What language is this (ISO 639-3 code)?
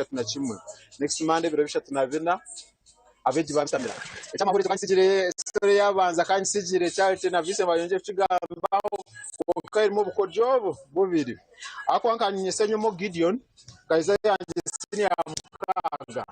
nyn